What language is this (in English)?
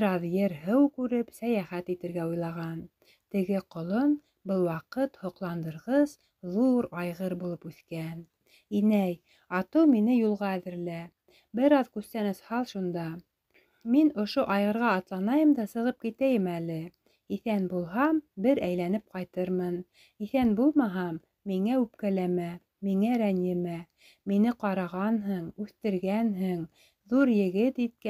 Bashkir